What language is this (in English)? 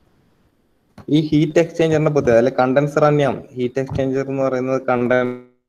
Malayalam